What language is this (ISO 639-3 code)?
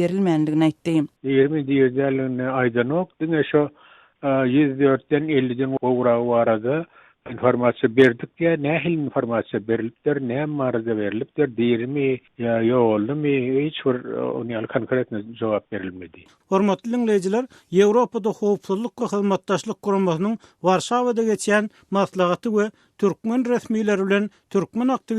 tuk